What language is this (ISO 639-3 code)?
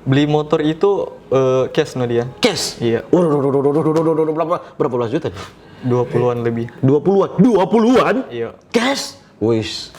xmm